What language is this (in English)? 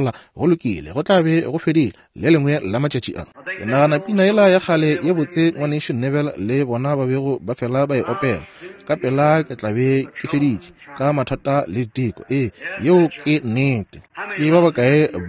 Northern Sotho